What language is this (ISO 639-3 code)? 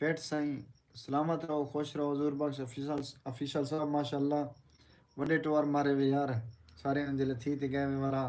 skr